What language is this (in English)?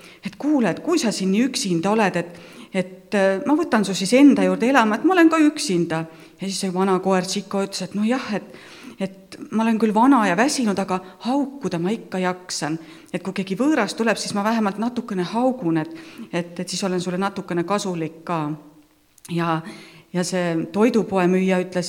Estonian